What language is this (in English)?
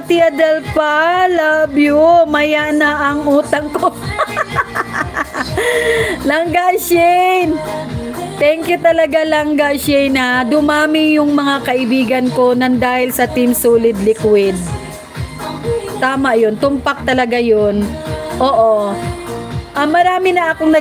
Filipino